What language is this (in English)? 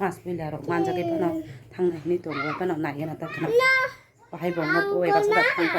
Kok Borok